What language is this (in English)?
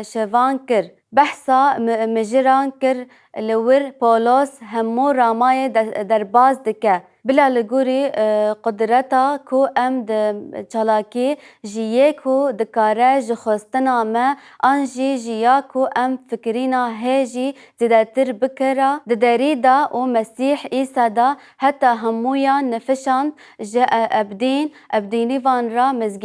Kurdish